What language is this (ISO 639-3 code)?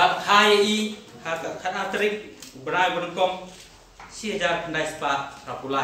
kha